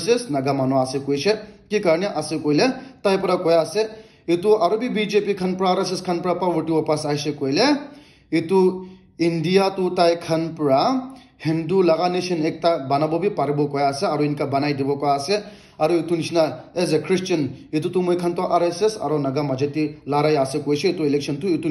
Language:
Naga Pidgin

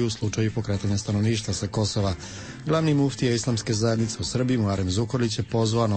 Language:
Serbian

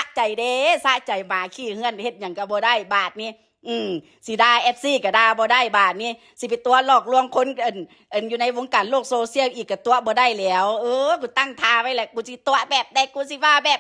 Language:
Northeastern Thai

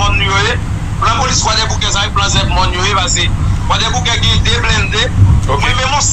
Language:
Haitian Creole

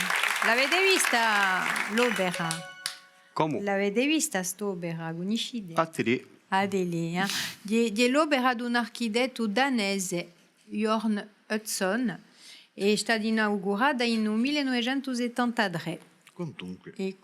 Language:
Corsican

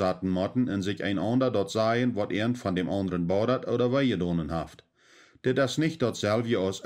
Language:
Plautdietsch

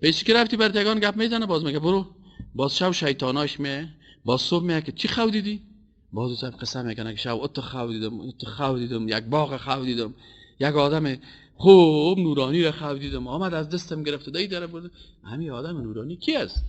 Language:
Persian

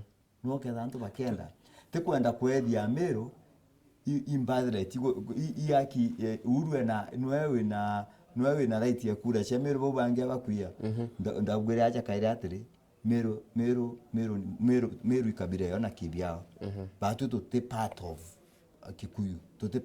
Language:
Meru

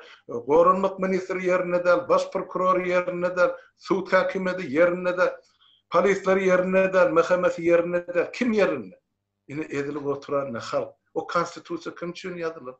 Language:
Turkmen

